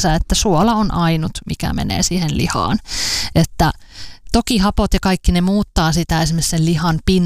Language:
Finnish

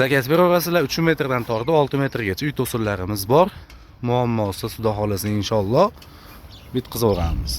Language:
Uzbek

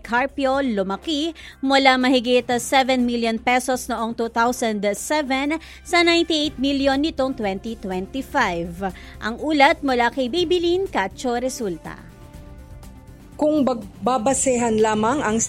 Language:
Filipino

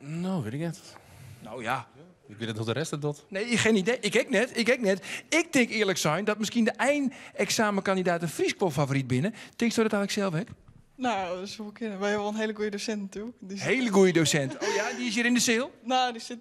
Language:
Western Frisian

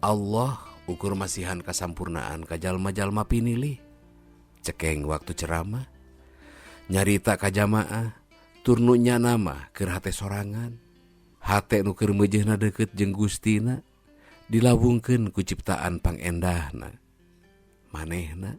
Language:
Sundanese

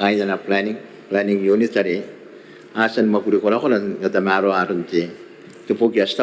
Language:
Gilbertese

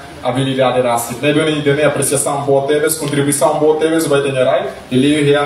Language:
Tetum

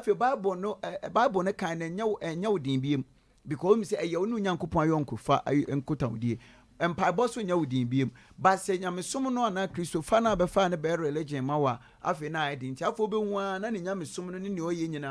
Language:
Akan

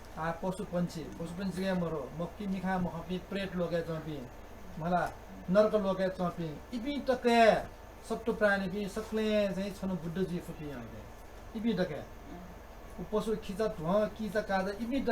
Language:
Newari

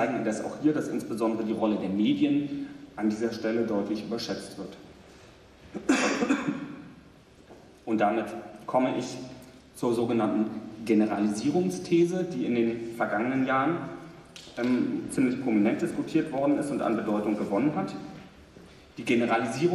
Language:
German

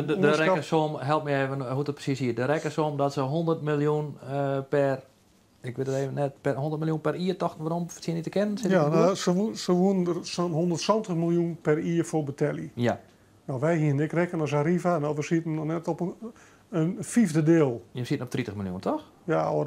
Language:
Western Frisian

